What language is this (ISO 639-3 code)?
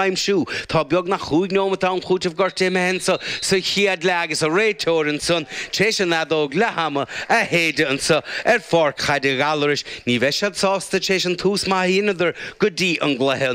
gle